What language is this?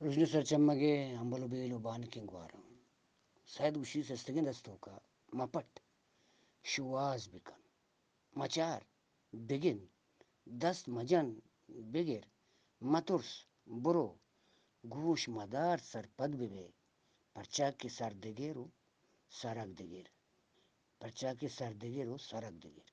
Eastern Balochi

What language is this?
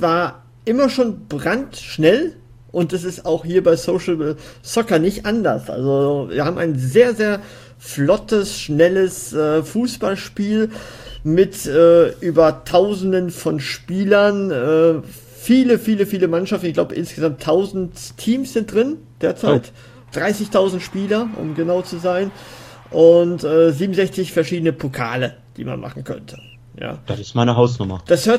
German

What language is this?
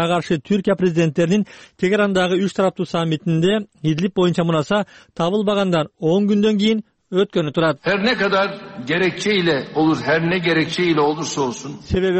Kyrgyz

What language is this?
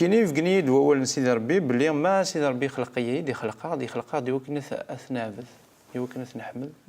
Kabyle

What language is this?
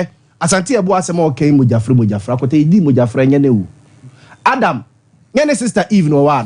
Akan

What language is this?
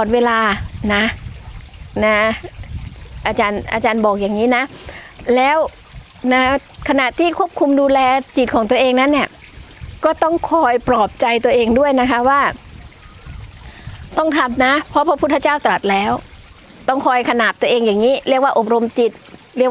Thai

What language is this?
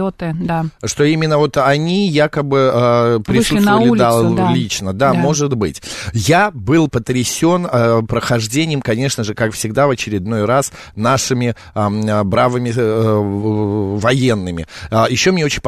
Russian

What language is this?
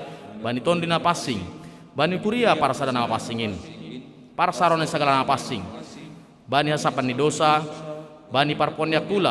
Batak Simalungun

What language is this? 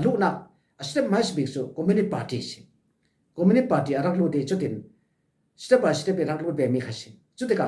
Falam Chin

